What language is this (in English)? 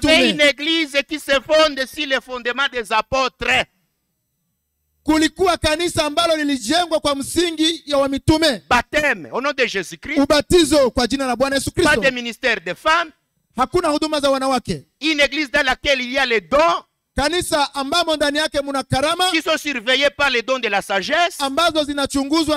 Swahili